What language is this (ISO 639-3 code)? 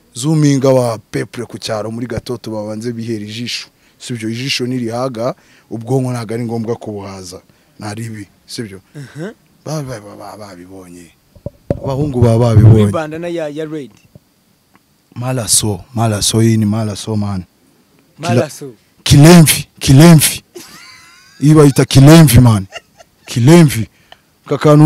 kin